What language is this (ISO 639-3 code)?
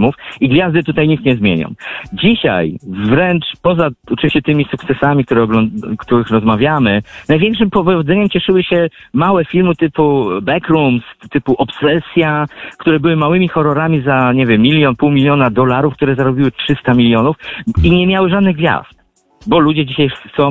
pol